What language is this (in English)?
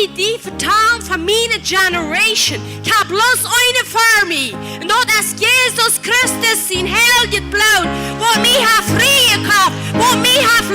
Plautdietsch